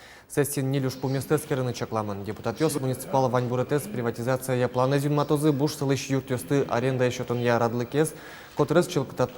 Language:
Udmurt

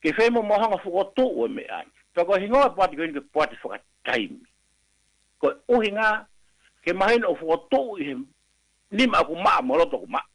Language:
Tongan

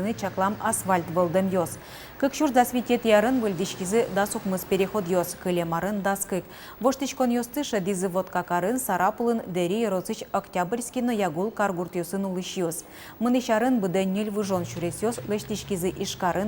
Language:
Udmurt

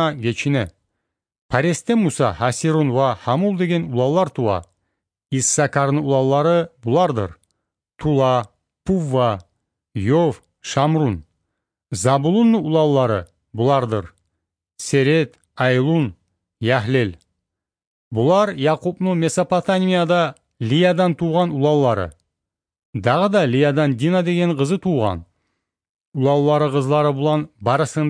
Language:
Kumyk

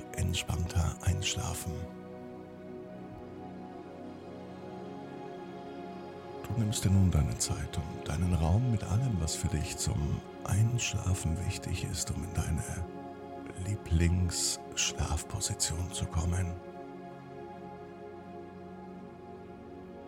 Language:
German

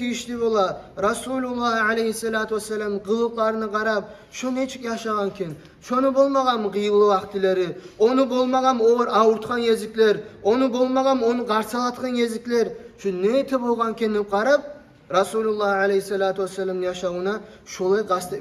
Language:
Kumyk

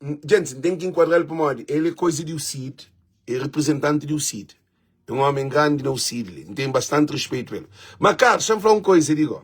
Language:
Kabuverdianu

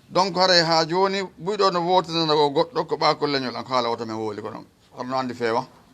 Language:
Fula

